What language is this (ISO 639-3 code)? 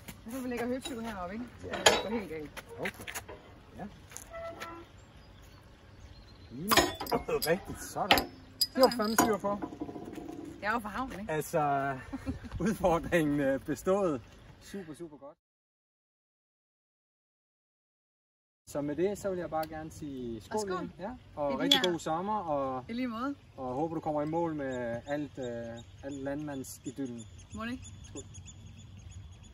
dan